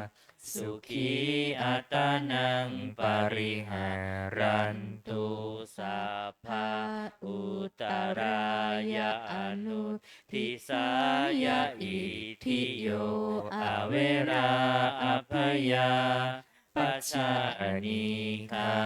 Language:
Pali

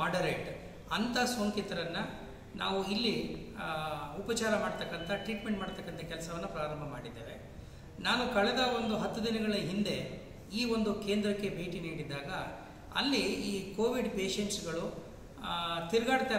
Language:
Kannada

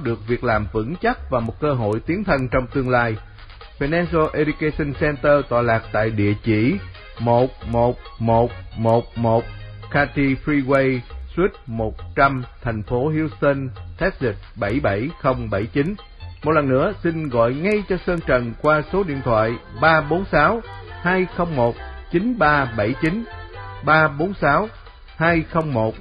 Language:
Vietnamese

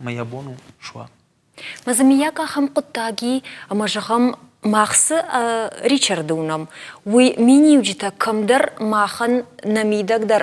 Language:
Ossetic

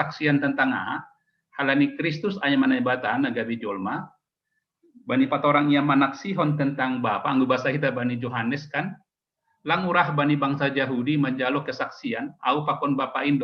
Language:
Batak Simalungun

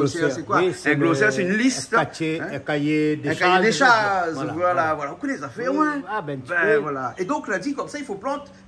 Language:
Réunion Creole French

